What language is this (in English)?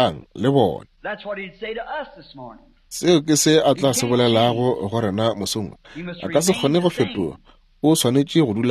Northern Sotho